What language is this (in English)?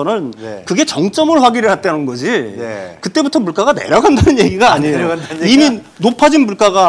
Korean